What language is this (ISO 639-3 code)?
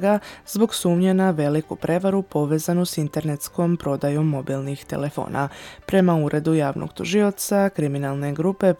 bos